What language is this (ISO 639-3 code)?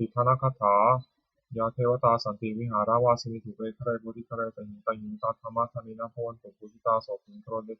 pli